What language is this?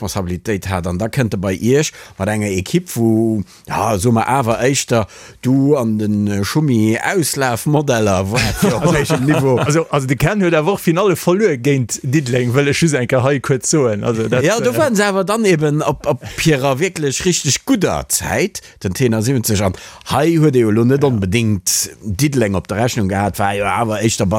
Luxembourgish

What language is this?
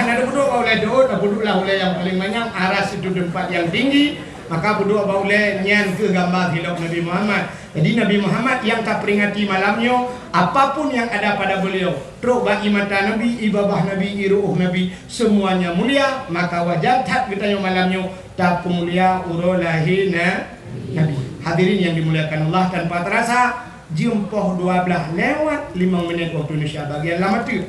Achinese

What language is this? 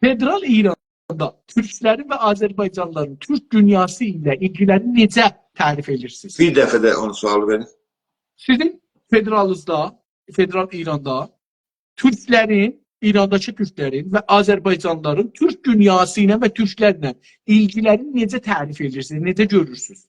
South Azerbaijani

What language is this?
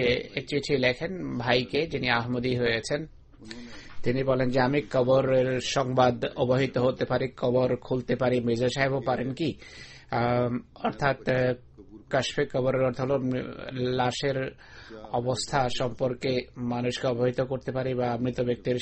Bangla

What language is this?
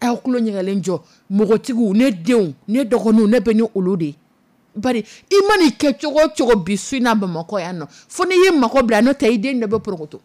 Dyula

